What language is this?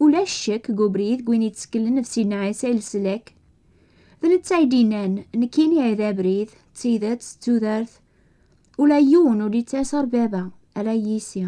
Kabyle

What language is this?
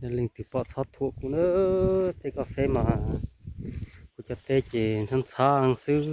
Hmong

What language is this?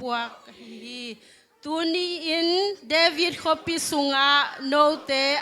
Tedim Chin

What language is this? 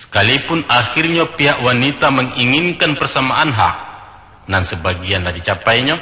Minangkabau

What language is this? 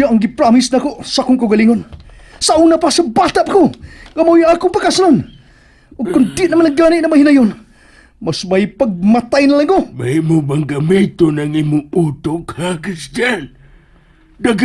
Cebuano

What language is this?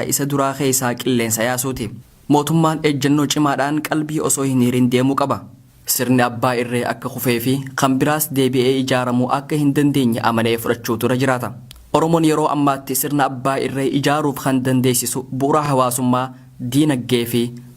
Oromo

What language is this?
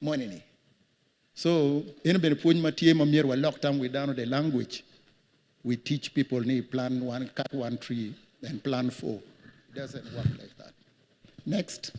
Acoli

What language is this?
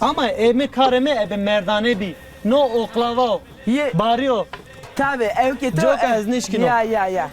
Zaza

